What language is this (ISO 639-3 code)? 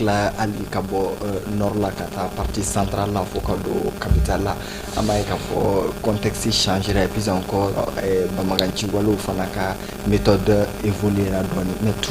bam